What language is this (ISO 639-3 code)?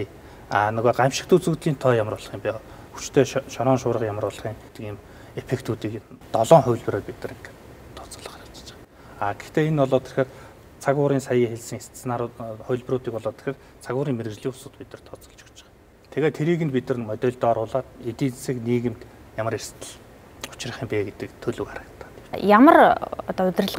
mon